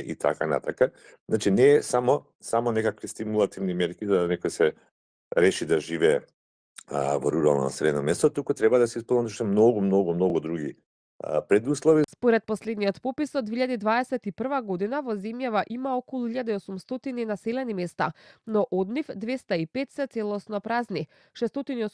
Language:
Macedonian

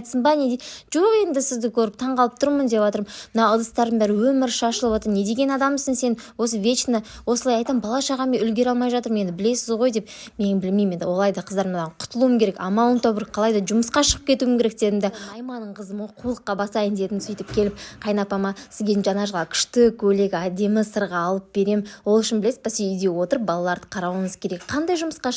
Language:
Kazakh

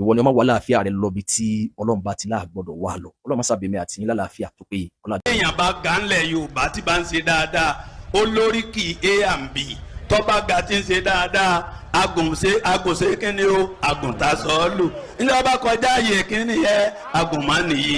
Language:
Yoruba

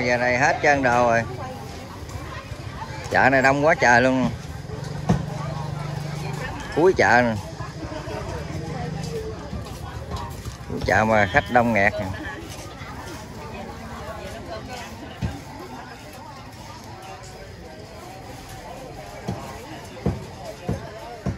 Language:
Vietnamese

